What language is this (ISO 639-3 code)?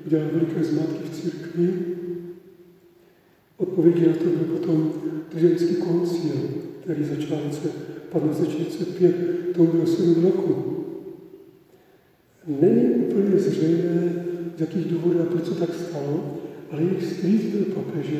ces